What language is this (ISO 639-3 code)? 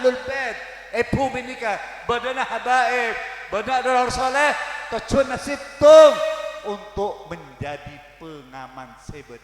mad